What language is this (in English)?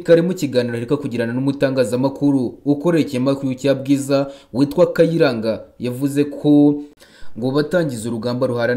Kinyarwanda